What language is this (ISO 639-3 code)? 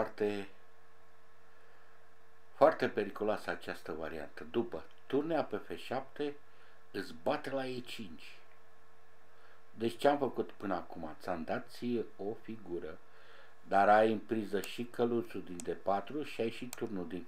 ron